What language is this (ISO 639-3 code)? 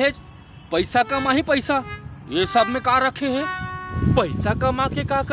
hne